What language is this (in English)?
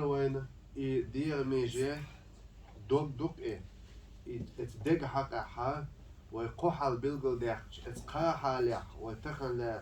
Chechen